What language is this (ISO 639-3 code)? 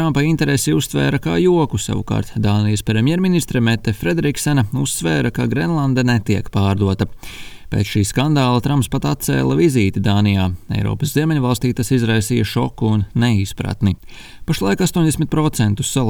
lav